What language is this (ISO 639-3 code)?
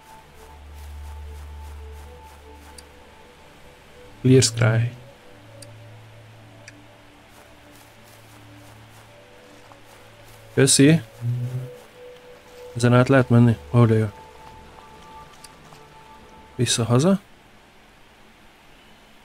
hun